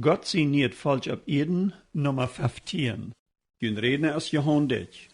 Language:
Plautdietsch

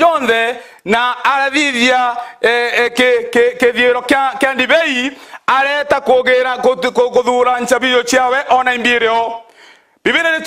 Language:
Meru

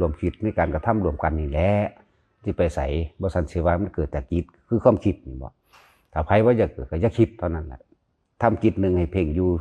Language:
Northeastern Thai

